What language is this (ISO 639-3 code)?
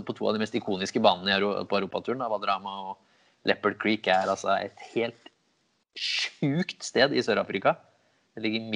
nor